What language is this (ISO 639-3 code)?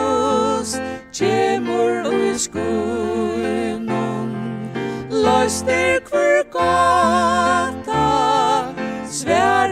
fao